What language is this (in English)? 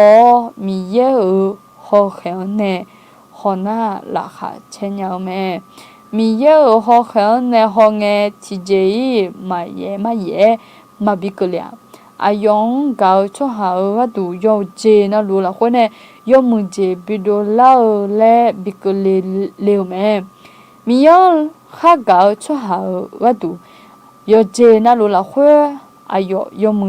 Akha